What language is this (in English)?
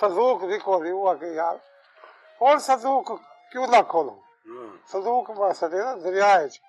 Saraiki